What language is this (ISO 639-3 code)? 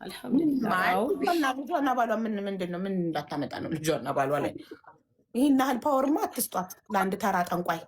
amh